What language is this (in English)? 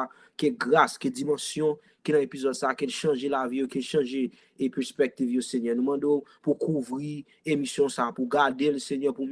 Haitian Creole